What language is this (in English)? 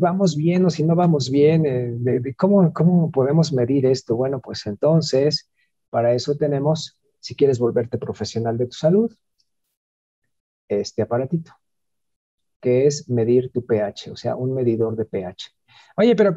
Spanish